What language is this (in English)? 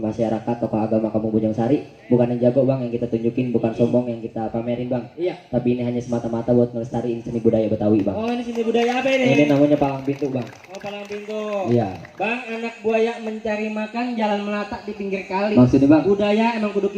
Betawi